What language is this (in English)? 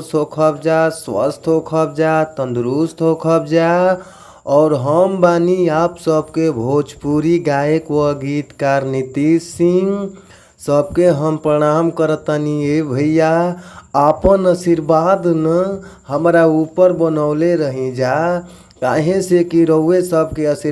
Bhojpuri